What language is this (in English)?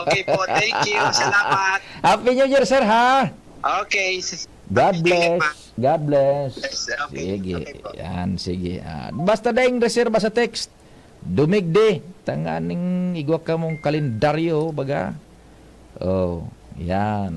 Bikol